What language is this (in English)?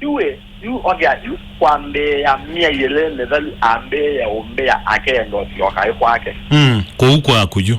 Kamba